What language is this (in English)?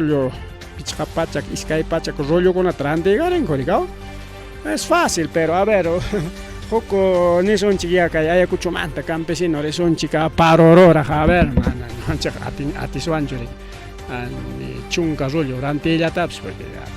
Ayacucho Quechua